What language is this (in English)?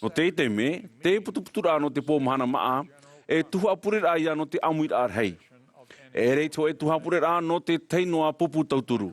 Tahitian